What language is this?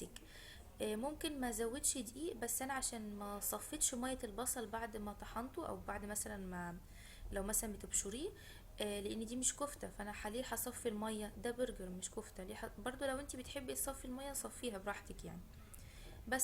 Egyptian Arabic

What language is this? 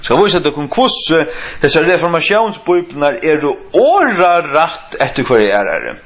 Faroese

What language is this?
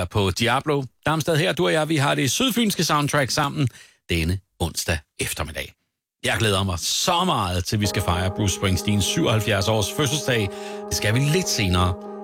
Danish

